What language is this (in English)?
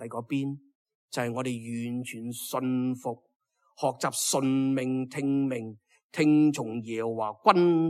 Cantonese